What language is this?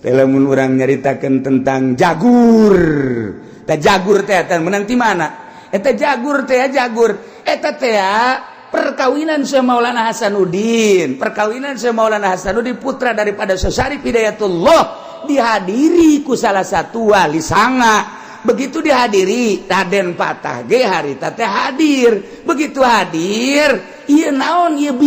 Sundanese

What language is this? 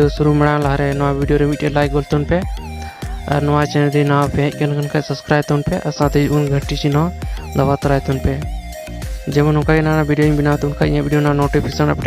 Santali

